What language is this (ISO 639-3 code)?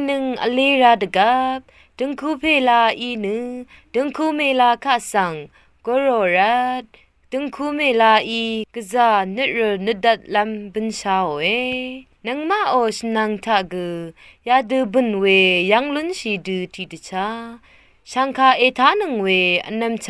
raw